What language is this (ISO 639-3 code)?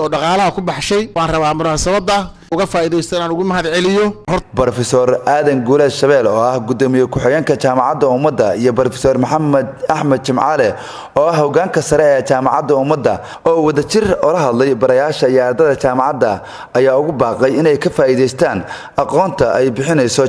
som